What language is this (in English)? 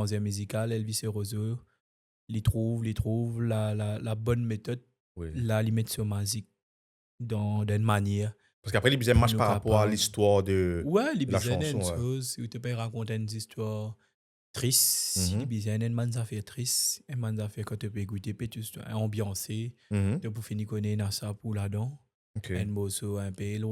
Morisyen